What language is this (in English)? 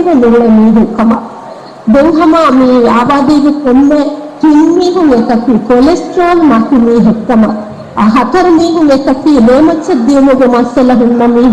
Divehi